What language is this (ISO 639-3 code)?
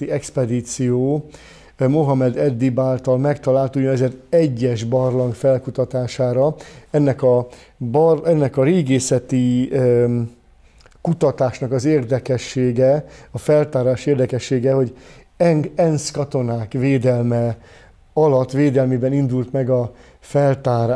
hun